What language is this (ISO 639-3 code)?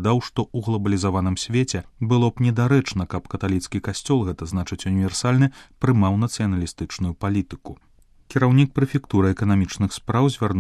bel